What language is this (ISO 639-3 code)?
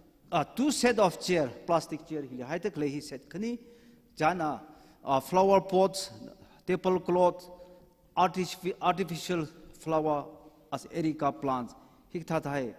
nmf